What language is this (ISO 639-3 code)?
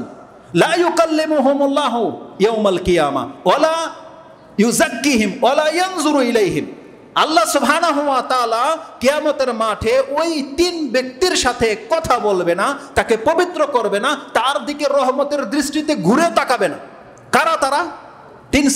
ben